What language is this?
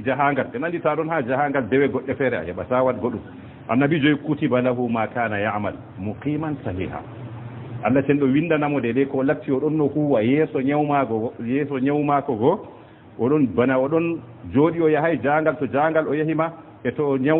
Fula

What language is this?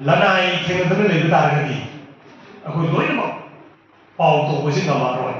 Manipuri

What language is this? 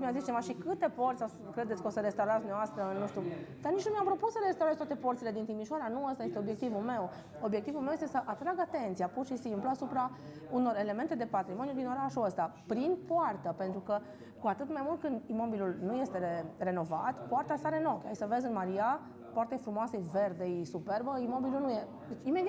Romanian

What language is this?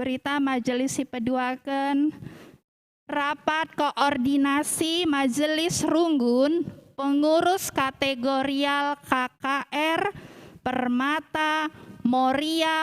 Batak Karo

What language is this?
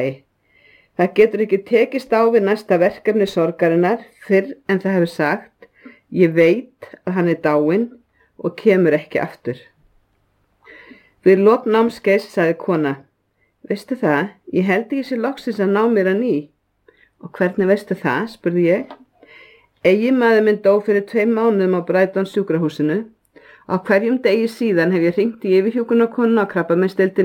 Icelandic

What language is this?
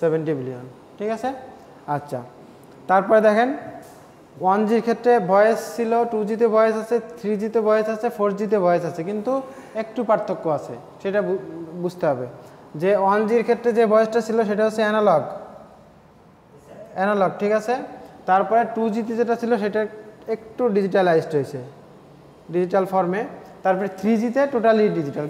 Bangla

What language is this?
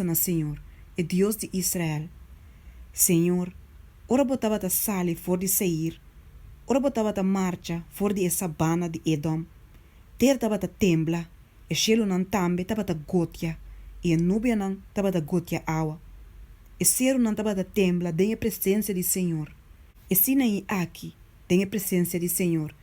Papiamento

